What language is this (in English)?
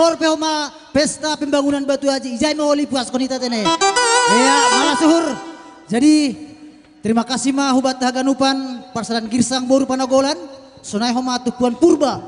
Batak Simalungun